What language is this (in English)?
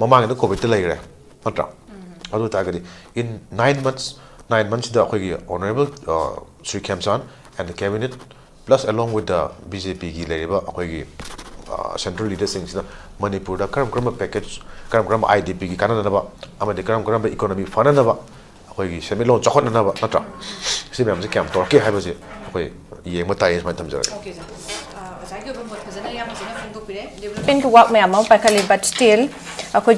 Manipuri